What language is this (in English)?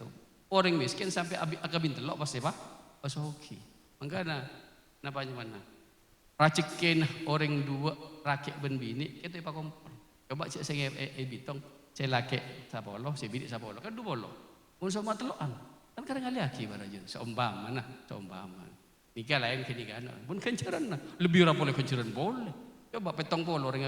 Madurese